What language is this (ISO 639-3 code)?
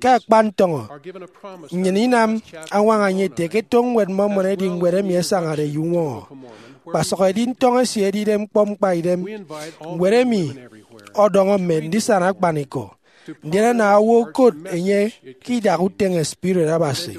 efi